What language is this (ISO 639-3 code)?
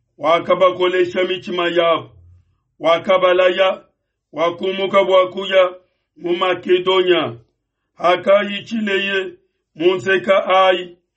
lua